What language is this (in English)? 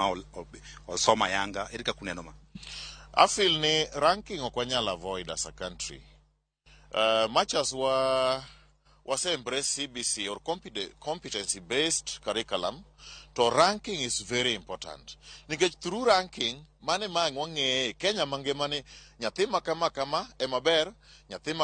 Luo (Kenya and Tanzania)